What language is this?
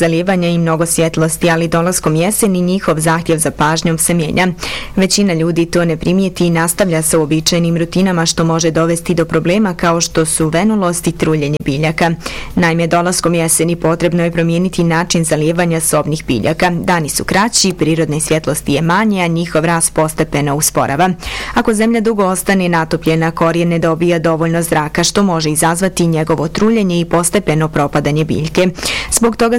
Bosnian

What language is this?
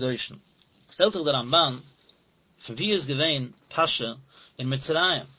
Yiddish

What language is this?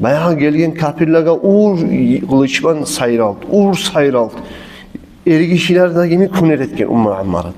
Kumyk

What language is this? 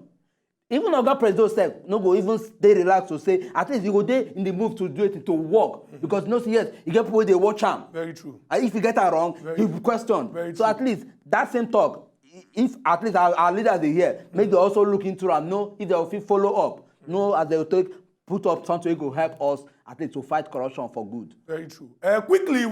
Nigerian Pidgin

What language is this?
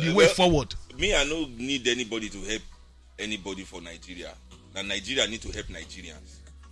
Nigerian Pidgin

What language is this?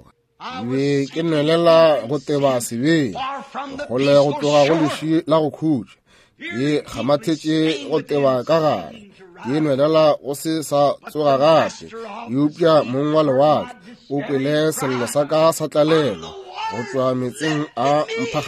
Northern Sotho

